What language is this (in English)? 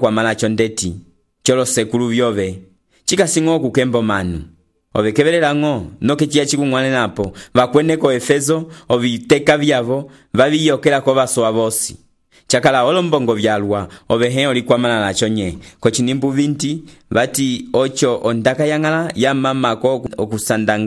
Umbundu